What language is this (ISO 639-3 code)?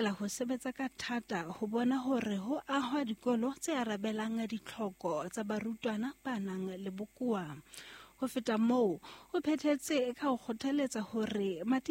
sot